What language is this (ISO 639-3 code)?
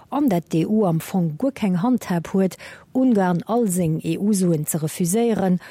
ltz